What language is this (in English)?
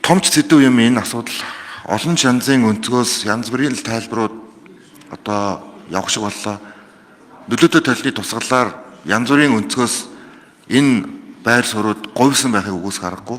Mongolian